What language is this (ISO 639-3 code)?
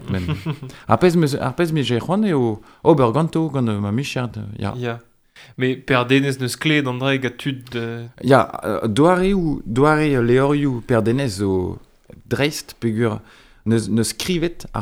bre